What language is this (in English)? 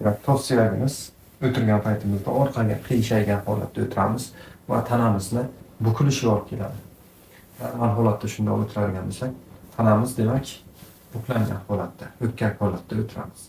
Uzbek